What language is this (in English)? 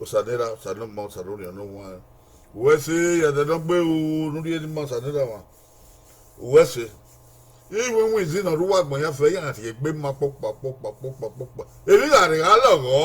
Bini